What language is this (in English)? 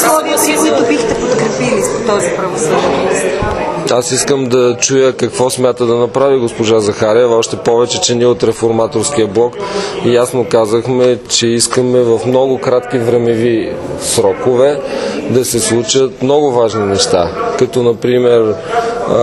Bulgarian